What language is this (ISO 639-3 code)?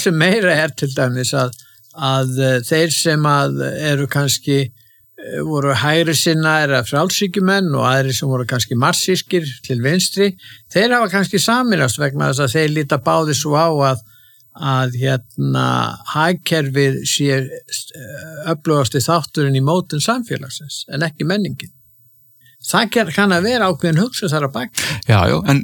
isl